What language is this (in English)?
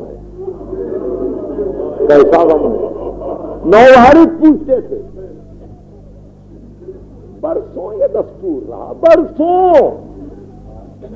Urdu